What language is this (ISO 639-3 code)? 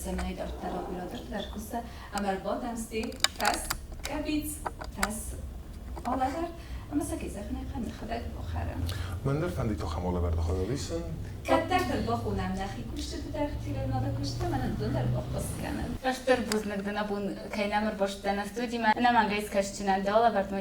oss